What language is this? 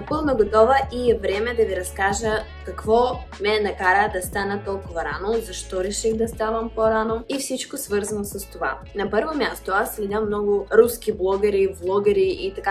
Bulgarian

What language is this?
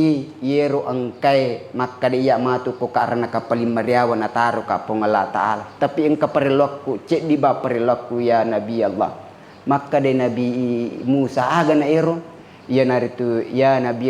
Buginese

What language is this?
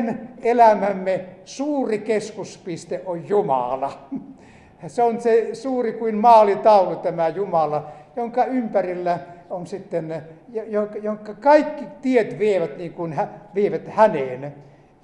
Finnish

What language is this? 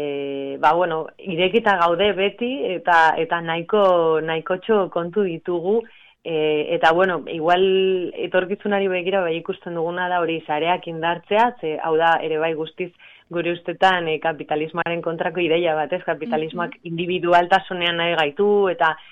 Basque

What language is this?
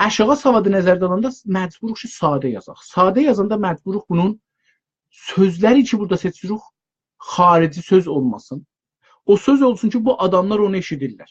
South Azerbaijani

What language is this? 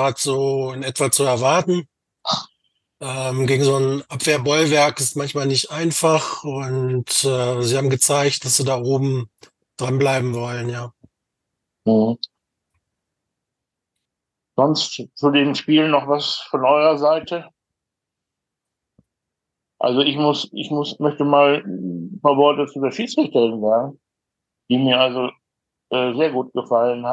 German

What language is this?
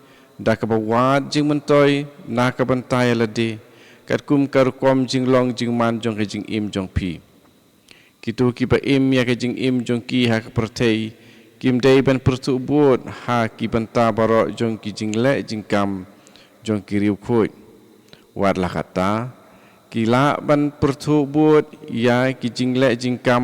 Khasi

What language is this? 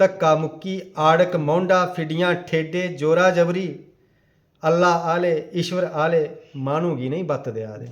Dogri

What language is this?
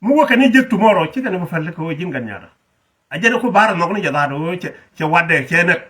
Nuer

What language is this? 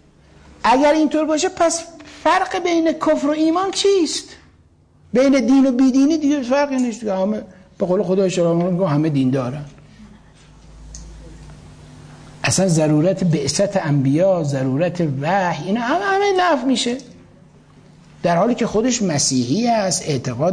Persian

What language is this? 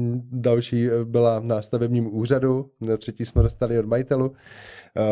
Czech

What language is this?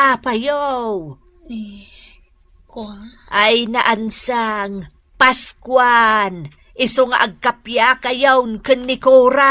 Iloko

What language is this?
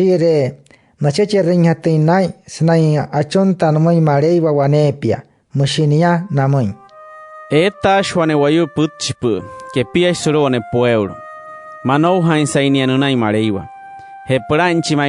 Wayuu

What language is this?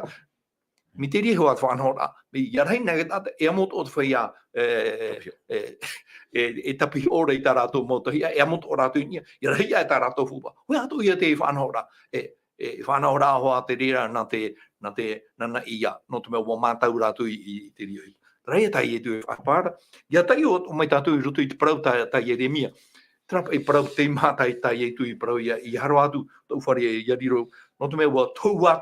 Tahitian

